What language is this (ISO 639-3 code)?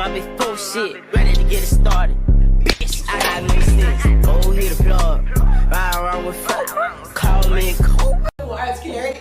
jam